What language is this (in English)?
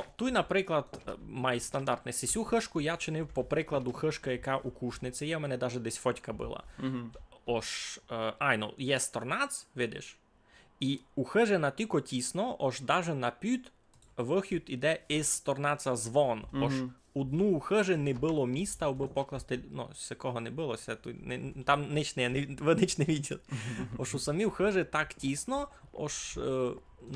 Rusyn